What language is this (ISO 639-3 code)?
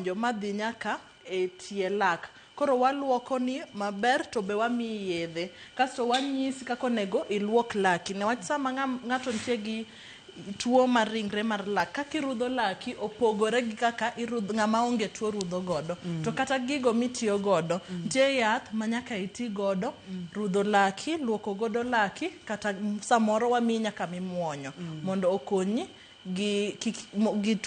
luo